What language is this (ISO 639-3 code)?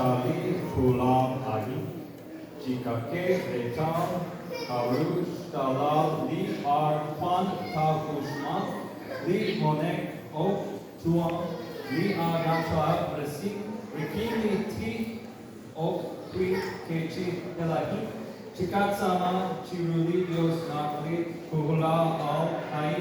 kek